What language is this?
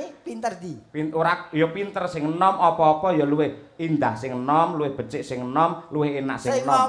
Javanese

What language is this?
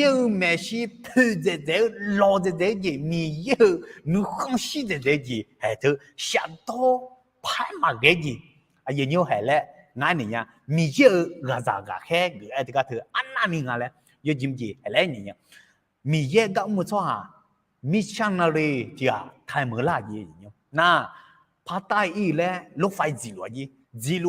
Akha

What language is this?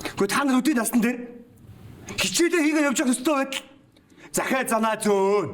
Mongolian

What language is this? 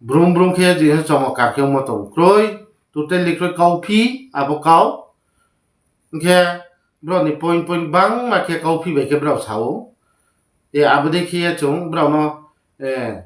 Riang (India)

